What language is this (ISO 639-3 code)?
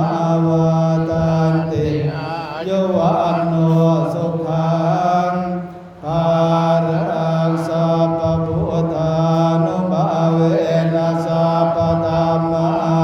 pli